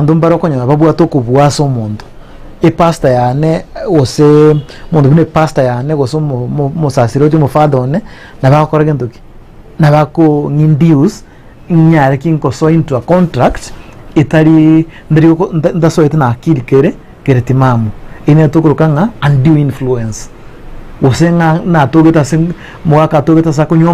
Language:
Gusii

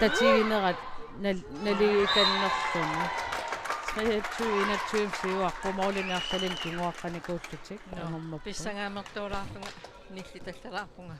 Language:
Kalaallisut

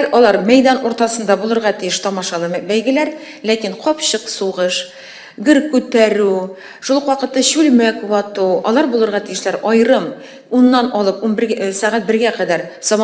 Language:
Tatar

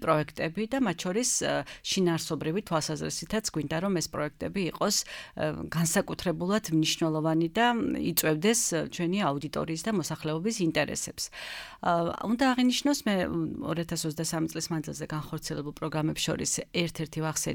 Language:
Georgian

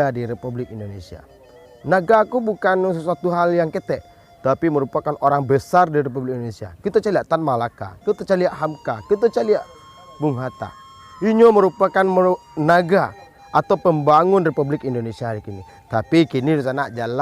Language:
Minangkabau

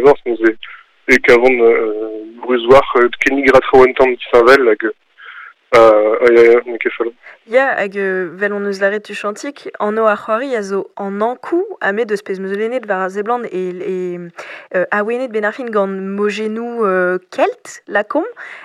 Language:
Breton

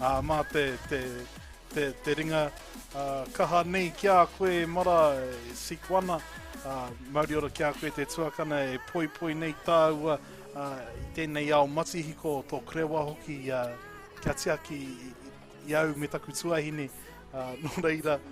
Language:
Māori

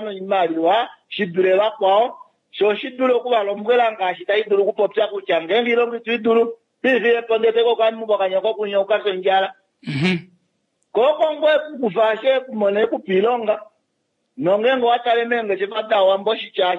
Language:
Kuanyama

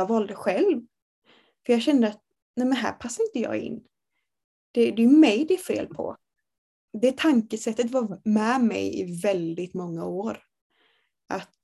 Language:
Swedish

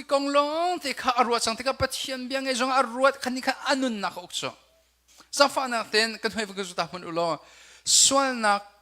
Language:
Hakha Chin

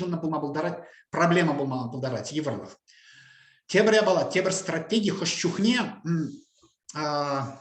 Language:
Chuvash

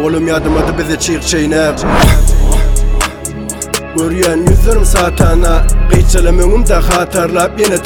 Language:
Turkmen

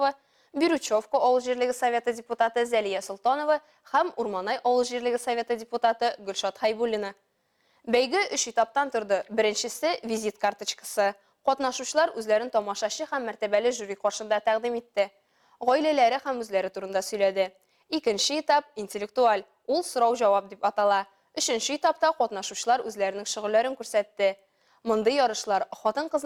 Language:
Tatar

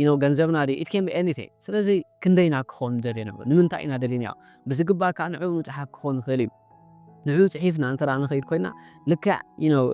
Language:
Tigrinya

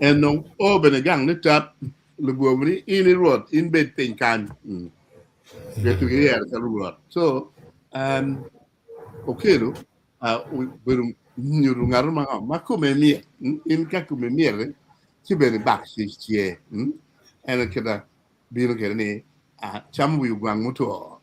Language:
Acoli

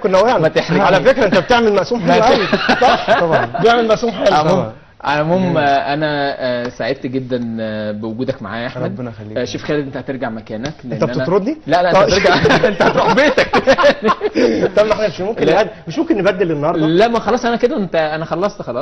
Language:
Egyptian Arabic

